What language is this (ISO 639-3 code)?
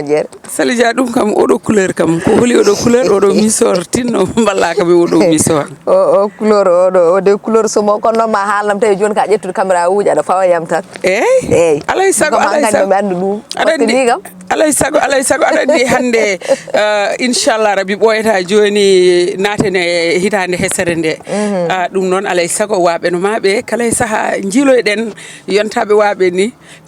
ful